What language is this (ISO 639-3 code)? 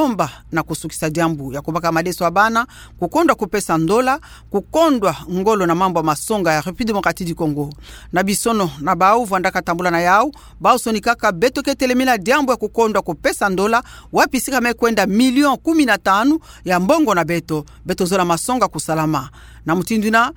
ktu